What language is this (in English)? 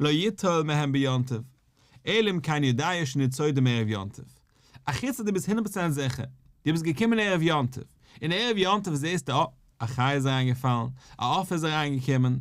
Yiddish